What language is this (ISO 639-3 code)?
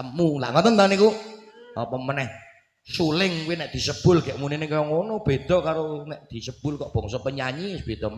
jav